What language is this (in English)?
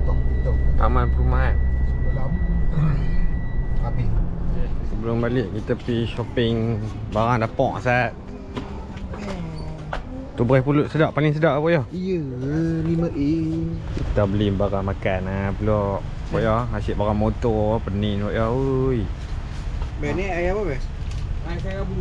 Malay